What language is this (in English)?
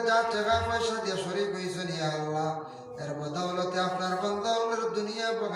Sylheti